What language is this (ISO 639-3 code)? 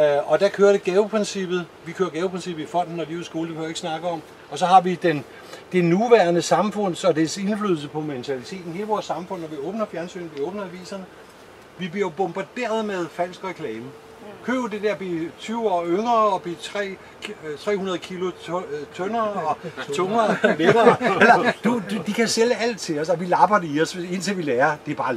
dan